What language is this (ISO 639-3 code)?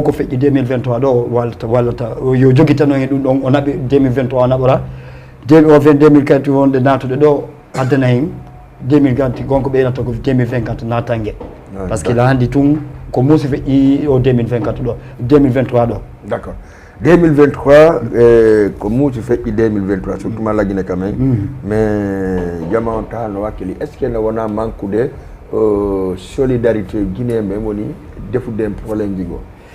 ful